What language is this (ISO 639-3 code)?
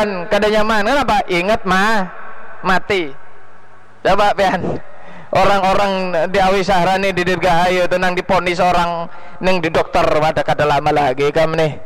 bjn